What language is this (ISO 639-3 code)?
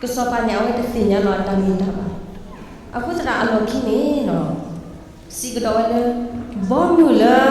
ksw